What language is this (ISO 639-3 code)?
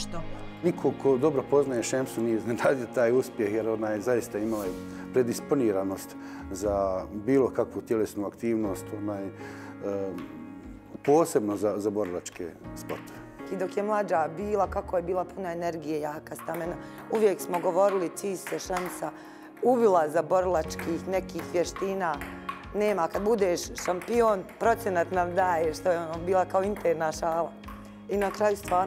hrv